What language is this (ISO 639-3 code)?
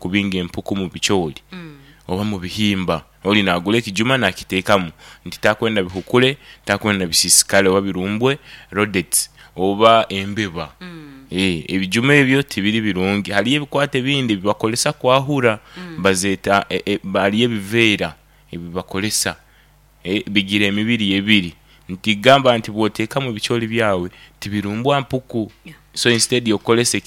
nyn